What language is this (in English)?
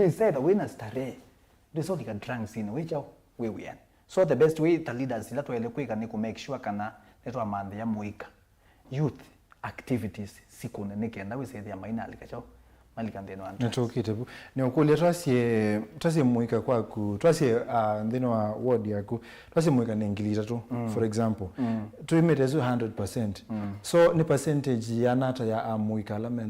Kamba